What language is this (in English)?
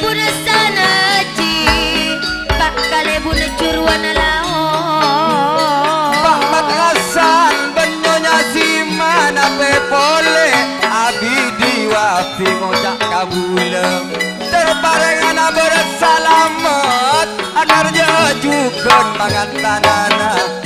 Madurese